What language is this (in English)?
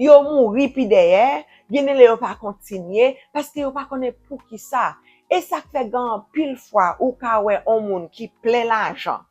Haitian Creole